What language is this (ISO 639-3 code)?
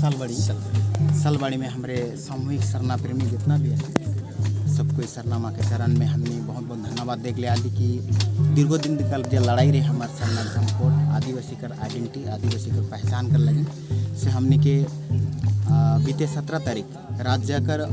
sck